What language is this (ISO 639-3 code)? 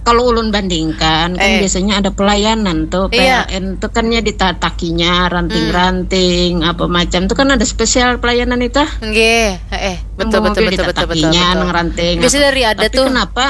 bjn